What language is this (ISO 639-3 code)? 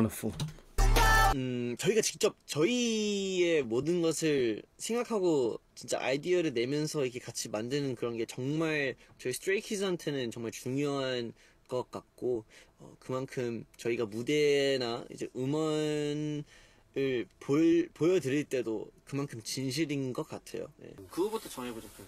kor